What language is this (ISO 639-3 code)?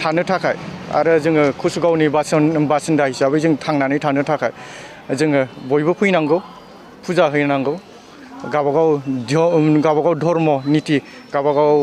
brx